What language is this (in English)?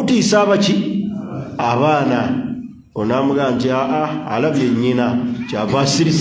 Ganda